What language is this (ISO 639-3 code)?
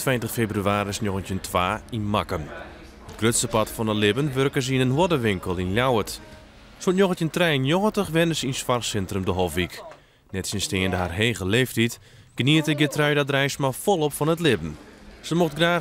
fry